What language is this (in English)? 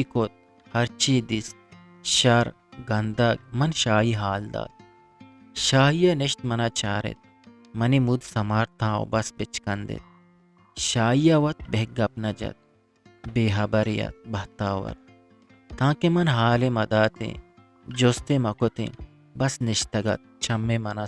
Eastern Balochi